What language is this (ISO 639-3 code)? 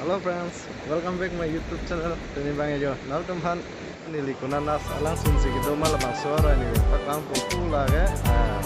mjw